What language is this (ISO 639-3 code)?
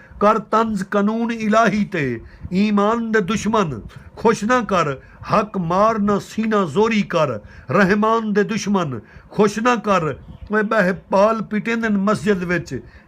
skr